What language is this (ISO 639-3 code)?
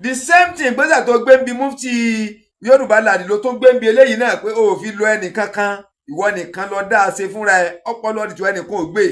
yor